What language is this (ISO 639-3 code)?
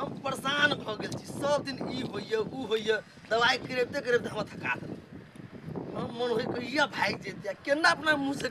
mai